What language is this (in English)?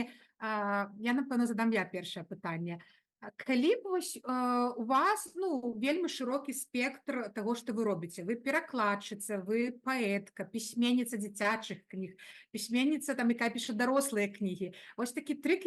Belarusian